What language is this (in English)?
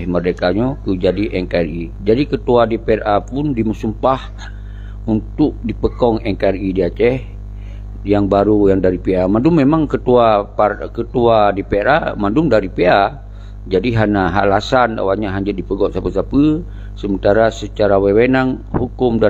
Achinese